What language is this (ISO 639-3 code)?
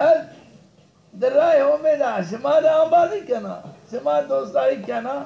zza